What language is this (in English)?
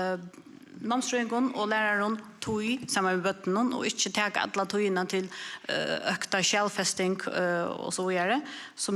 Faroese